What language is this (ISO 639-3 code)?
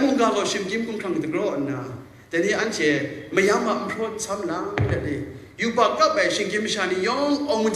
kac